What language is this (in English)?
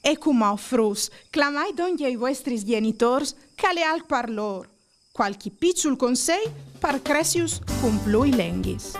Friulian